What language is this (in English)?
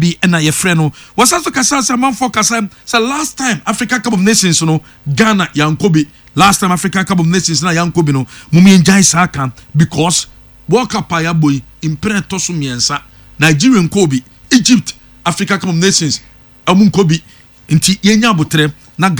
Akan